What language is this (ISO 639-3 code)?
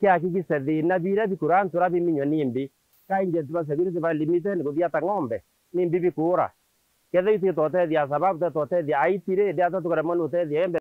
mer